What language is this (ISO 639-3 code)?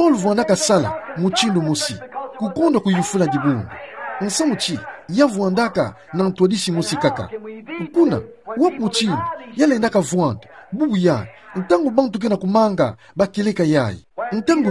ktu